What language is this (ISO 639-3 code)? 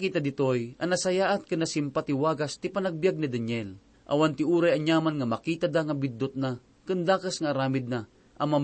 ilo